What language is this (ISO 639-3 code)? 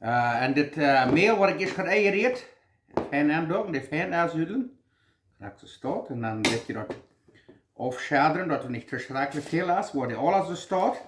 pdt